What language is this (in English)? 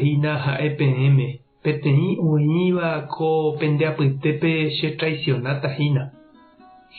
Guarani